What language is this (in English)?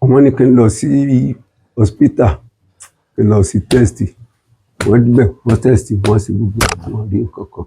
Yoruba